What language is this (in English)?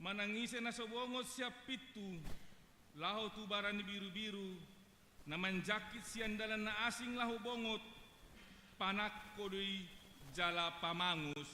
Batak Toba